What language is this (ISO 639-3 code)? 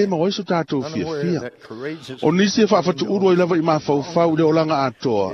smo